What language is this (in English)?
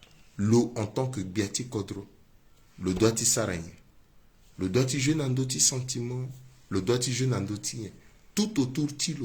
Sango